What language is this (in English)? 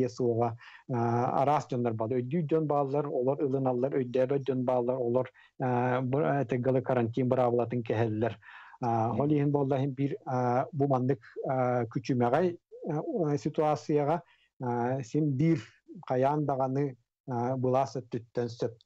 Yakut